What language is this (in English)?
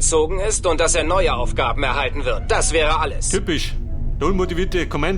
Bavarian